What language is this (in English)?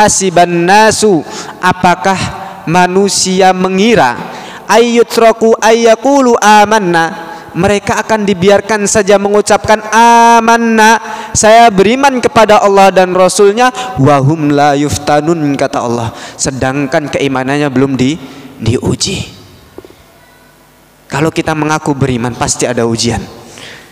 Indonesian